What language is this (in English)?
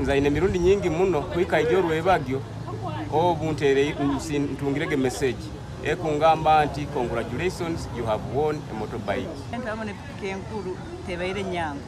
Nyankole